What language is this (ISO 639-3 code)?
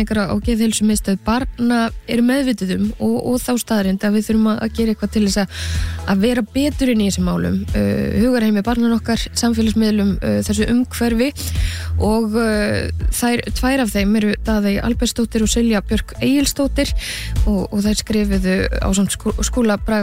isl